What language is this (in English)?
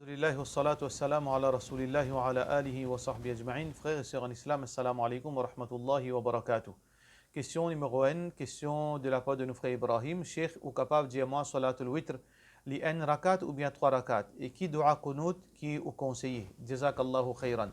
Morisyen